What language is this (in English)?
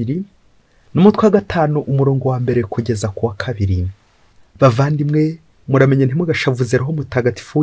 Kinyarwanda